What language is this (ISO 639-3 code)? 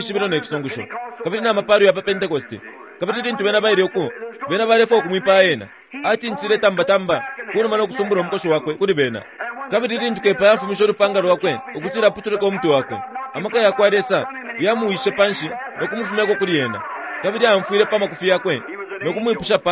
bem